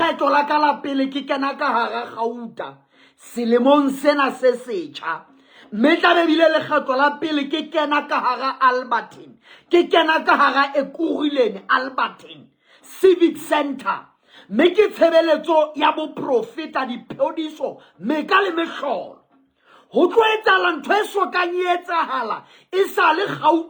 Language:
Southern Sotho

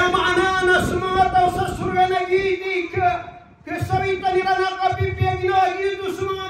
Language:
Maranao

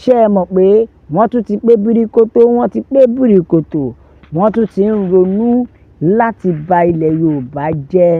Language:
Yoruba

